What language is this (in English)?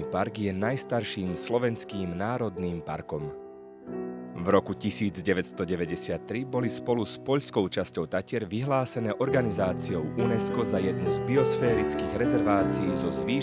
Slovak